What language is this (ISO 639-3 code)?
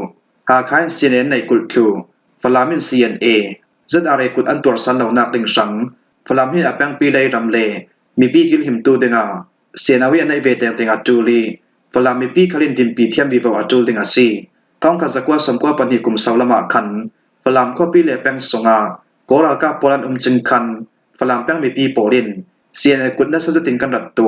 cfm